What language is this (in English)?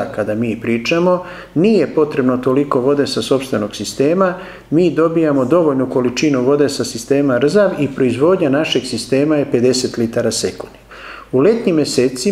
Serbian